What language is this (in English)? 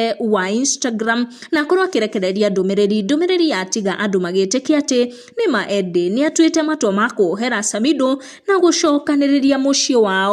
Kikuyu